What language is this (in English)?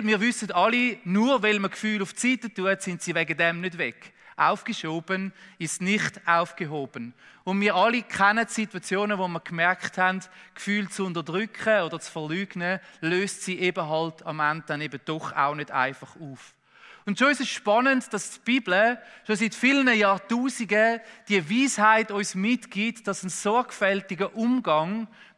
Swiss German